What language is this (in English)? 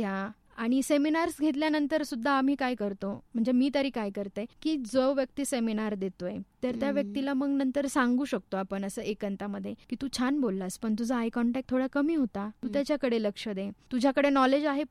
Marathi